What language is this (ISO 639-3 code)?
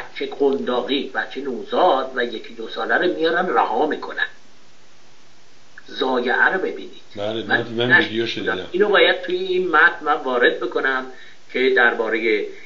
fas